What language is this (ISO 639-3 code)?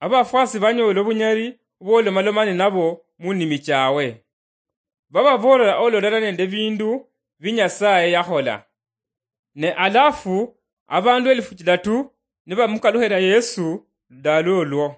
luy